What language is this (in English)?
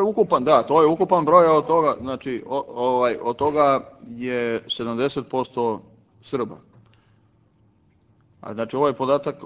Serbian